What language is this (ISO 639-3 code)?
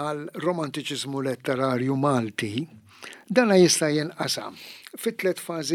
mlt